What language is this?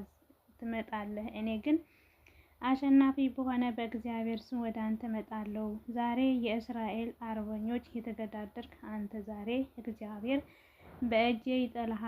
Amharic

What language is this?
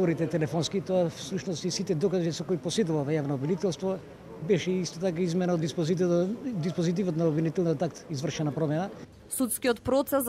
Macedonian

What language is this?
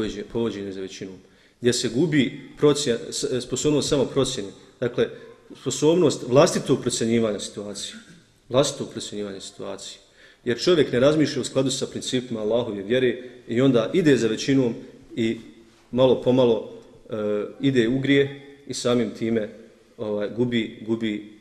Bosnian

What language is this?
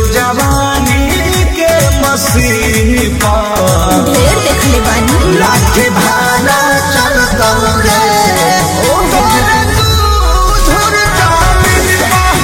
Bhojpuri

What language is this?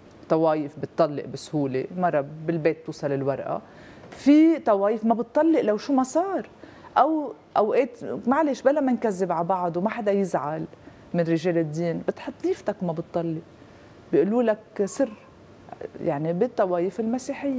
North Levantine Arabic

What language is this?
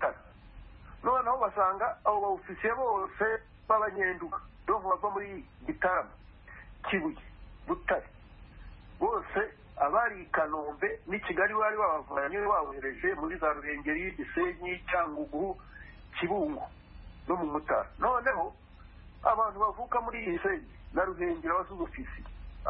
Kinyarwanda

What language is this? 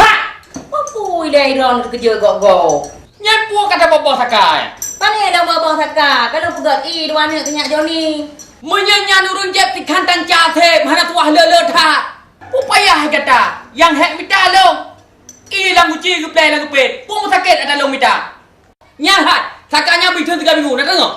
Achinese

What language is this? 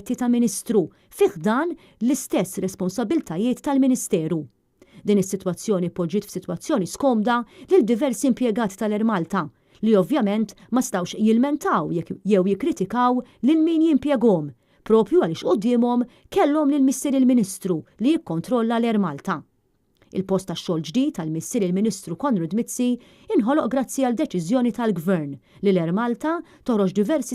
Maltese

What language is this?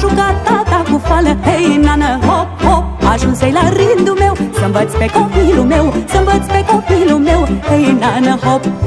Romanian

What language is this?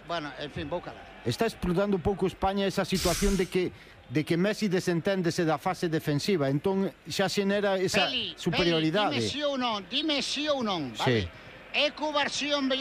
Galician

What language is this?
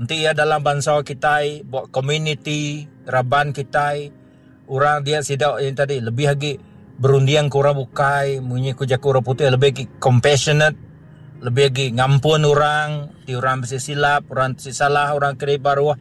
Iban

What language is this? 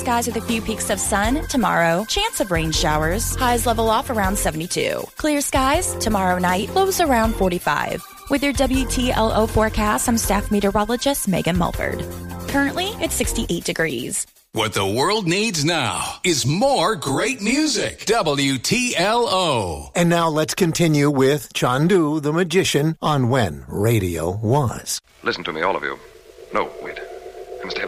English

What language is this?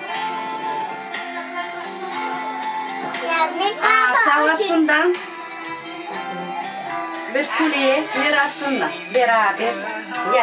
Turkish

